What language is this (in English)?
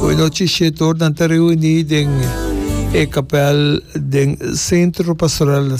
Papiamento